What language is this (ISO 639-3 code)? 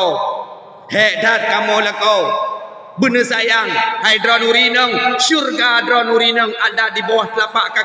ace